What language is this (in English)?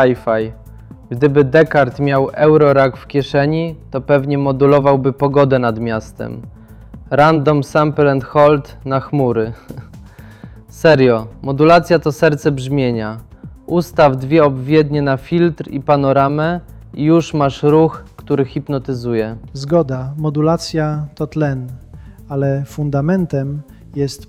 Polish